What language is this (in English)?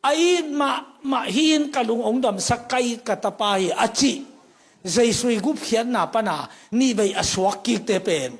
Tedim Chin